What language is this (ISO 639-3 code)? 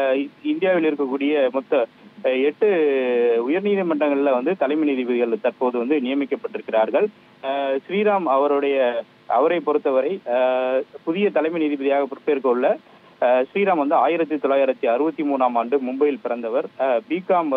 tam